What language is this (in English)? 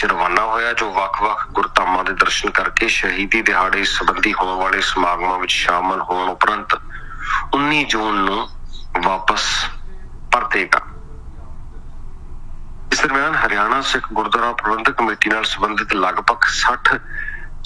Punjabi